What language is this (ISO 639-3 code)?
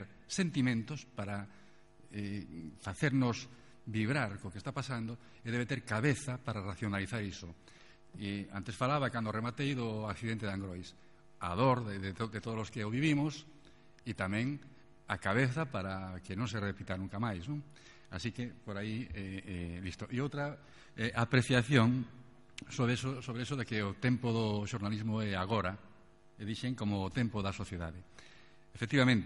glg